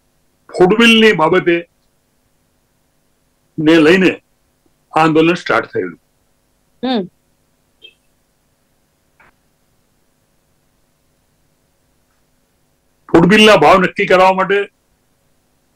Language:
Gujarati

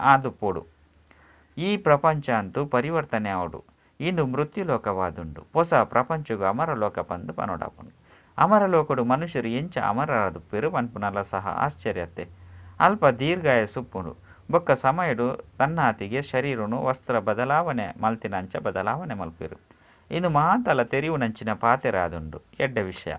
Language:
Tulu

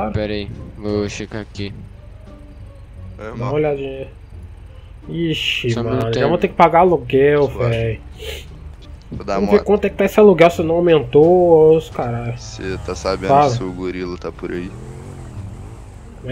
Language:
Portuguese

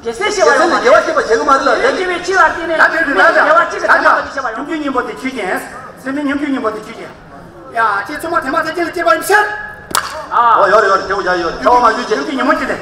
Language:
Tibetan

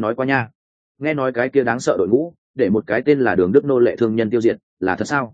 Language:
Vietnamese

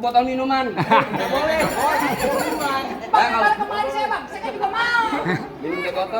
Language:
Betawi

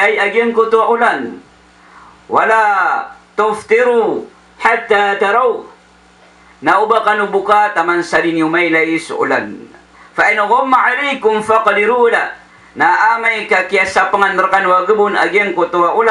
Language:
Maranao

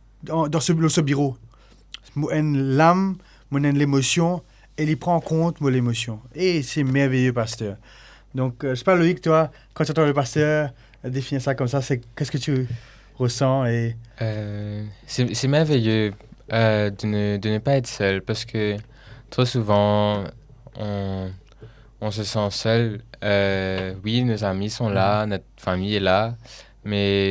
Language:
Morisyen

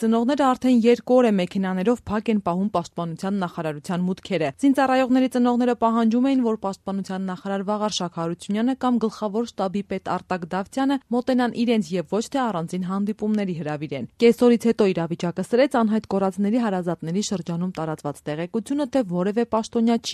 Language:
Armenian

